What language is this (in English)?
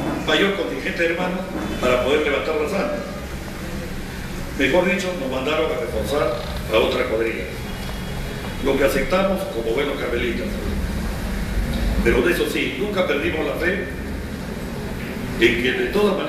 Spanish